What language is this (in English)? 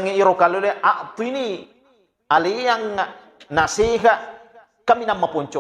Buginese